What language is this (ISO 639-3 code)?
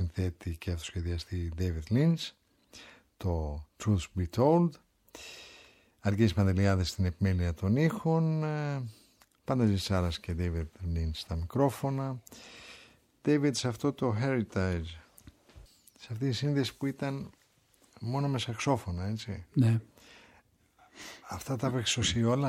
ell